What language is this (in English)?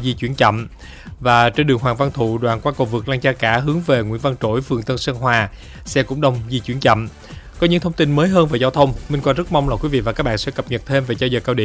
Vietnamese